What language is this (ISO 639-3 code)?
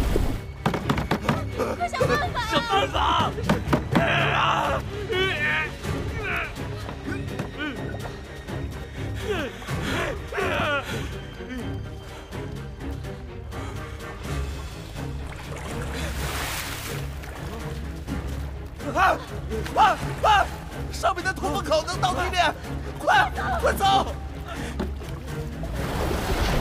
zho